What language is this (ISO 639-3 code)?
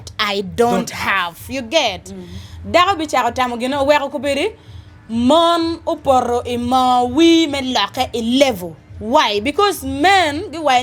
ach